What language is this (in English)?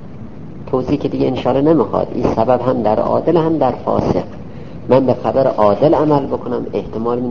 Persian